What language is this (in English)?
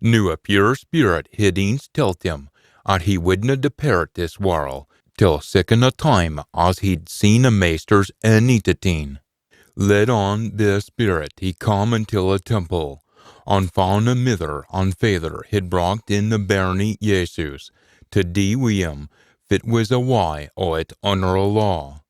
Scots